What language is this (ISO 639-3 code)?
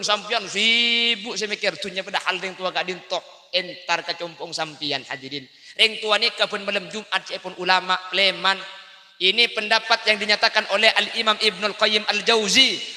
mad